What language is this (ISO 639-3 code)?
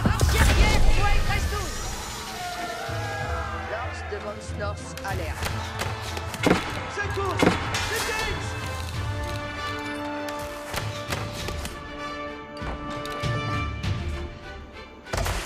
fra